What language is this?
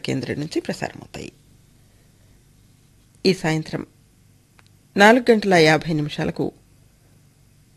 Telugu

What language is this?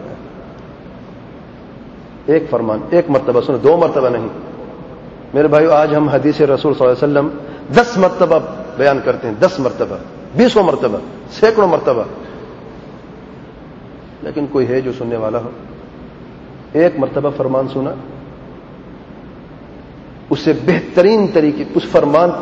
Urdu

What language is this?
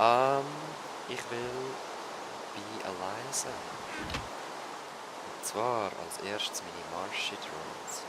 Swiss German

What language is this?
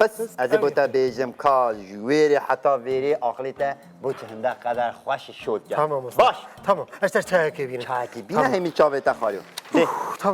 Kurdish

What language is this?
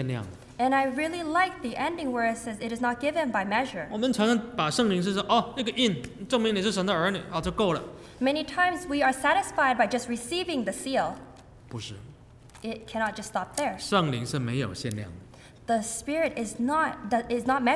Chinese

